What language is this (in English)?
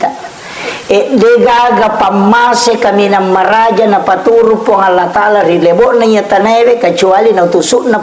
Buginese